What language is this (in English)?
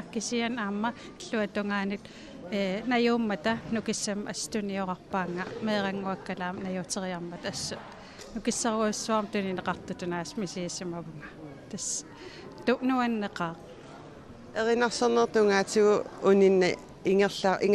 Kalaallisut